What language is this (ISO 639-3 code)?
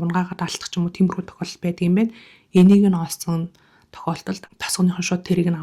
mon